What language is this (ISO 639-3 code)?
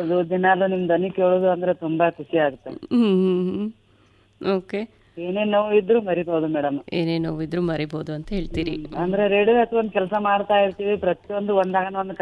kan